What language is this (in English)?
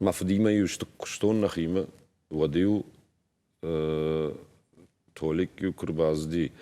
Ossetic